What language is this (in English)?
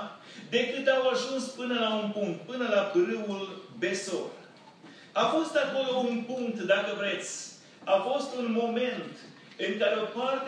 Romanian